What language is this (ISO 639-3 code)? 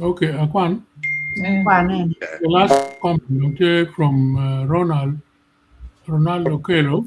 ach